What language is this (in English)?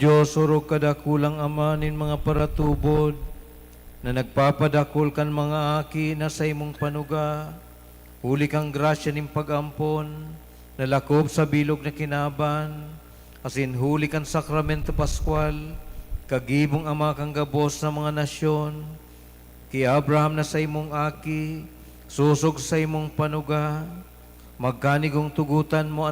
Bikol